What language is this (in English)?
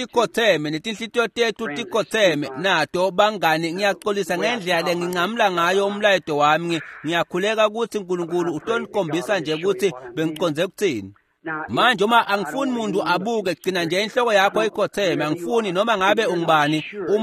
Swati